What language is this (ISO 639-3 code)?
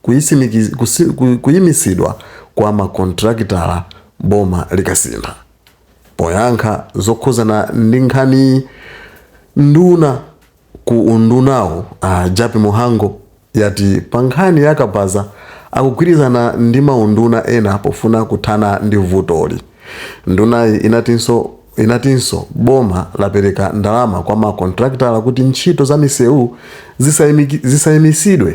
nya